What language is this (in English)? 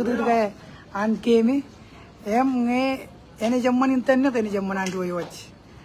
Marshallese